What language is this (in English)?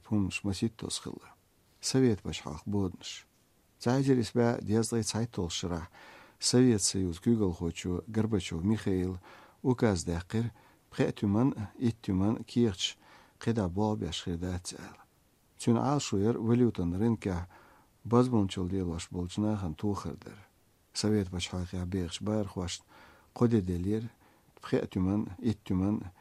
Chechen